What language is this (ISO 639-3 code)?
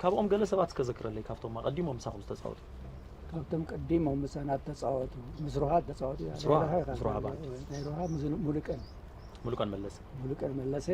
tir